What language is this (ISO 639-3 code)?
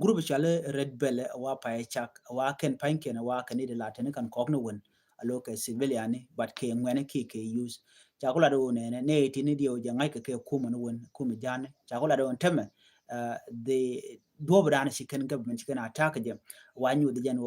nus